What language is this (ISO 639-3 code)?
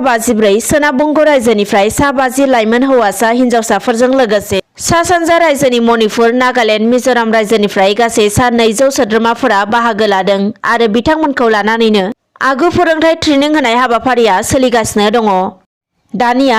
brx